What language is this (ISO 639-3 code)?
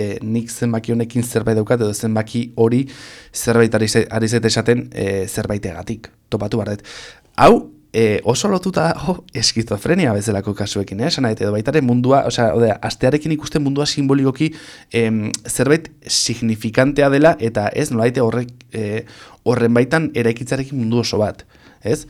eus